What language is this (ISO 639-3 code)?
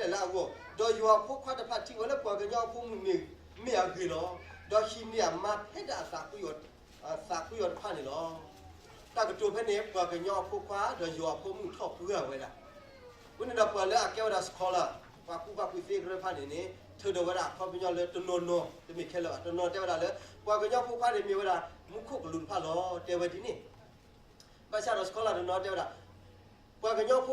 ksw